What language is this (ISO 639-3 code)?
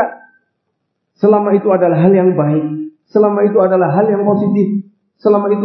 ind